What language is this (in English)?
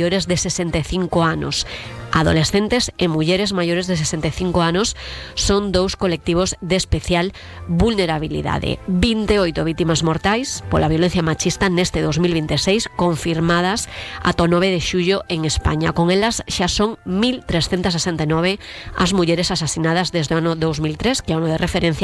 Galician